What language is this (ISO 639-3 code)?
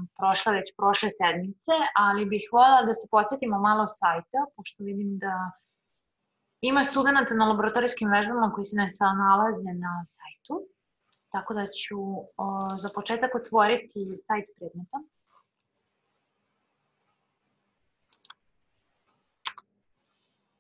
srp